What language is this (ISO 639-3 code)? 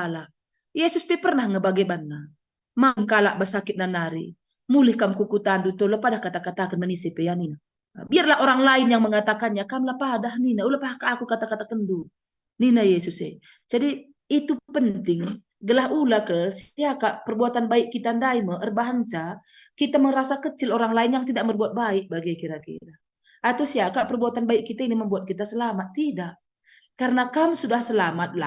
btx